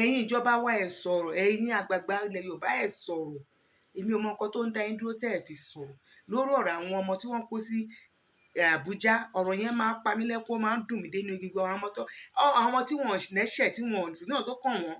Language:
Yoruba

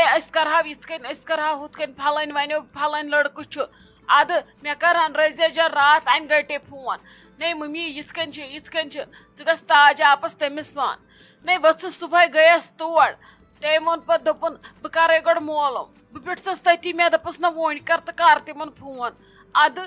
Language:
Kashmiri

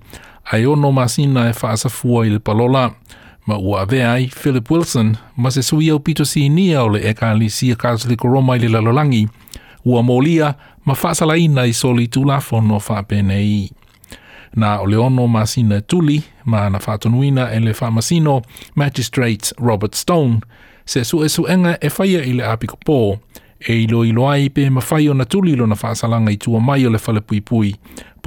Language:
Samoan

